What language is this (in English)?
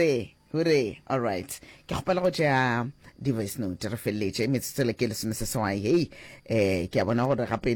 Northern Sotho